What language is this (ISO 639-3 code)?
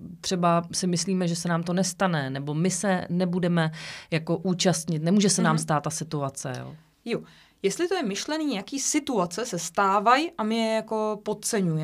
ces